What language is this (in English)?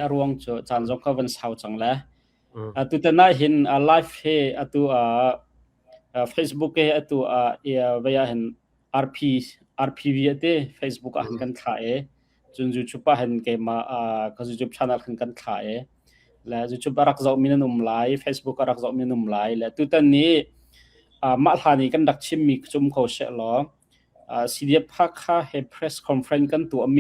Hakha Chin